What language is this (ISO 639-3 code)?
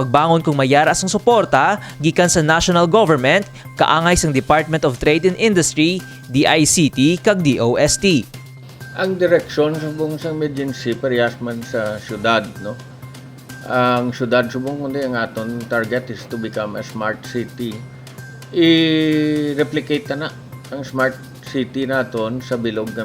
hil